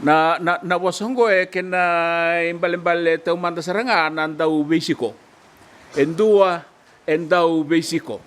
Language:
Fijian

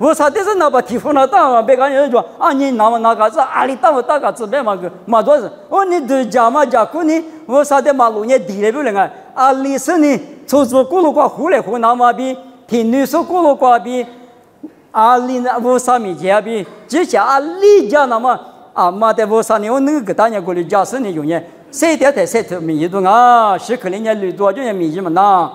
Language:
Lisu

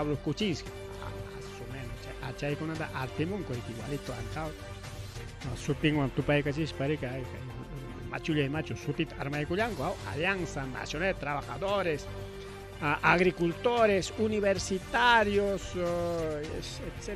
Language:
Ayacucho Quechua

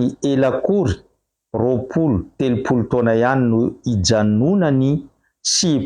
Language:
Malagasy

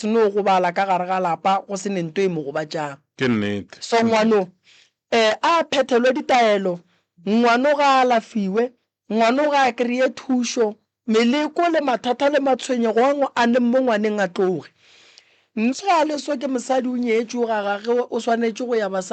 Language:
Northern Sotho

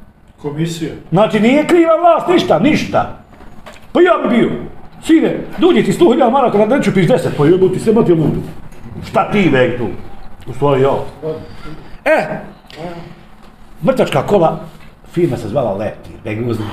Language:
Bosnian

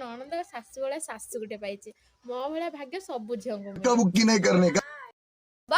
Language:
Odia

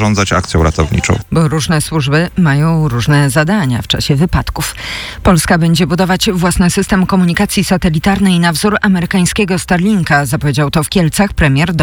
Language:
Polish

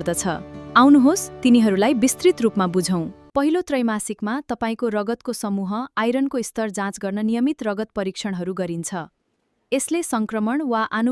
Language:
Nepali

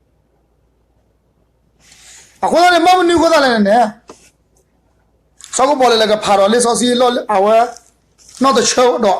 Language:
S'gaw Karen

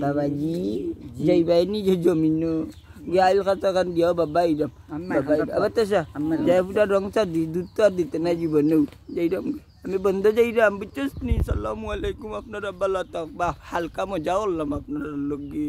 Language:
Sylheti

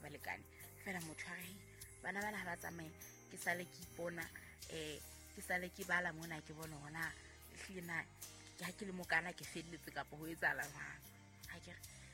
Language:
Southern Sotho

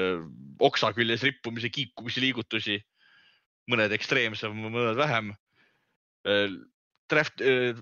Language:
Estonian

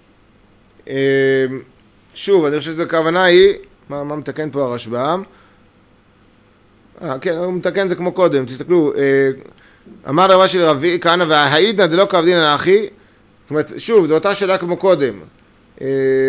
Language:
Hebrew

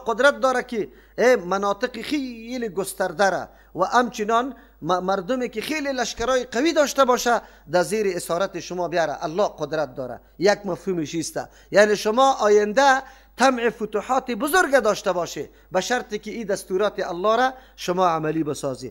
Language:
Persian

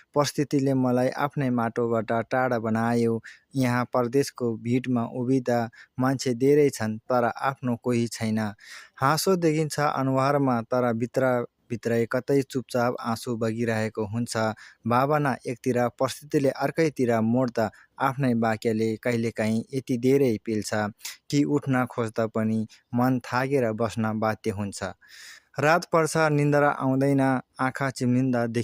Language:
Nepali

